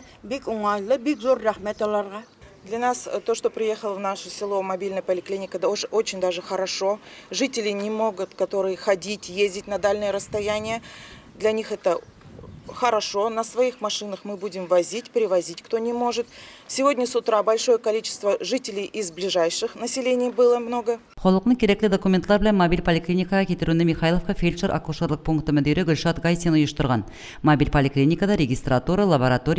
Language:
Tatar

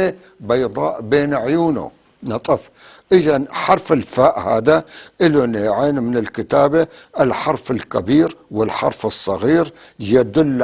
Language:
North Levantine Arabic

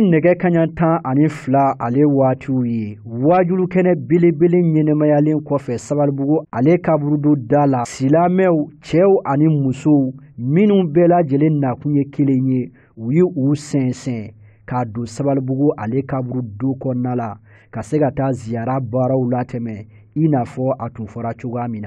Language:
Bambara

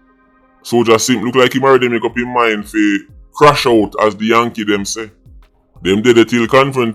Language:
Jamaican Creole English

